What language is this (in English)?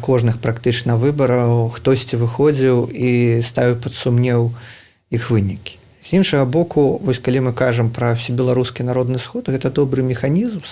Belarusian